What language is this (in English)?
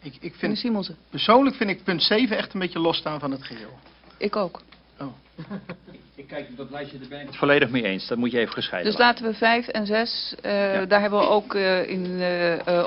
Dutch